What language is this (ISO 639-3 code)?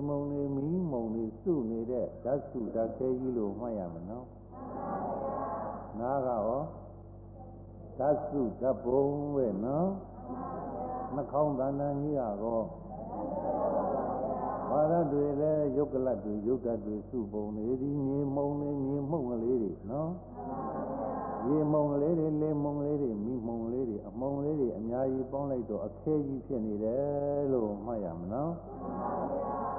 mya